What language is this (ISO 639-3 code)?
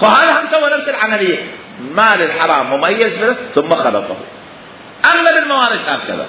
acm